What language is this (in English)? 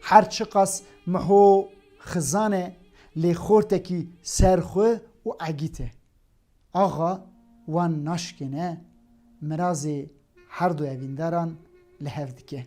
Kurdish